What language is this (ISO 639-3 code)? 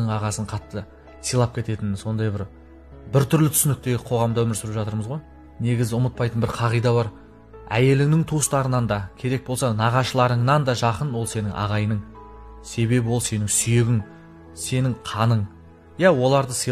kaz